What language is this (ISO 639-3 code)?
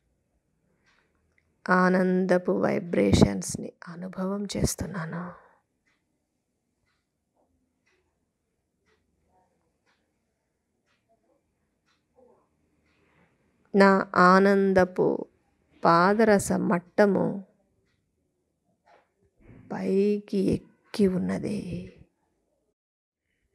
tel